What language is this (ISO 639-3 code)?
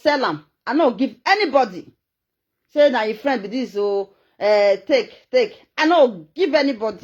pcm